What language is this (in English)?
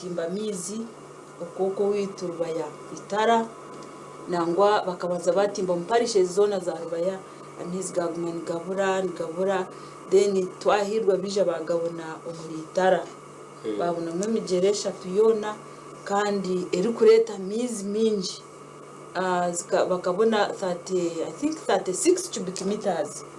Nyankole